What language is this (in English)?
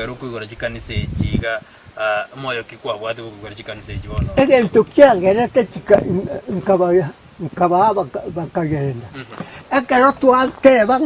Gusii